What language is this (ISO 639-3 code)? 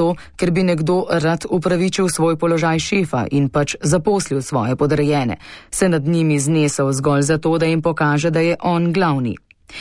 slv